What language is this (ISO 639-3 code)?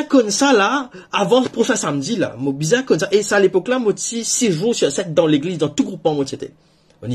mfe